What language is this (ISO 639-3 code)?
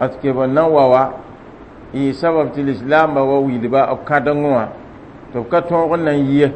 mos